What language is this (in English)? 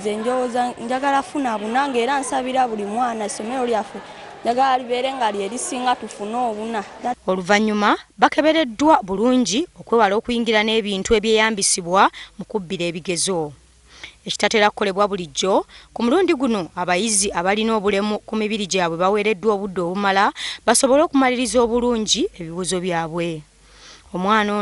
Ganda